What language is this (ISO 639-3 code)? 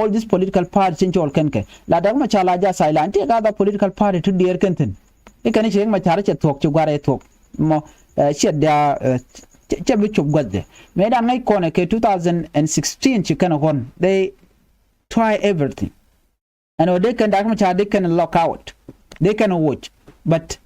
nus